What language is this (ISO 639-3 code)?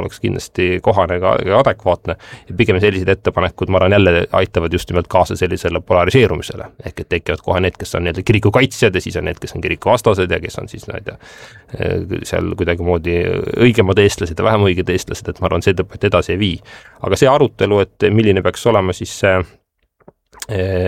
est